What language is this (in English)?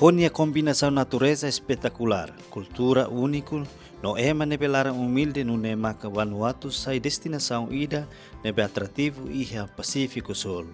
Tetum